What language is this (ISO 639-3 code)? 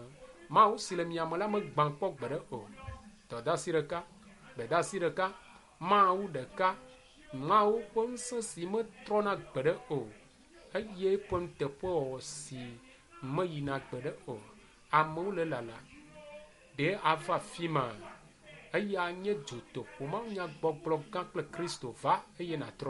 ewe